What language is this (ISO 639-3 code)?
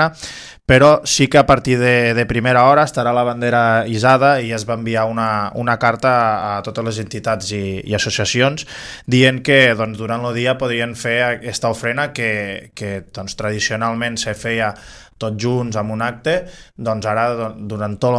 cat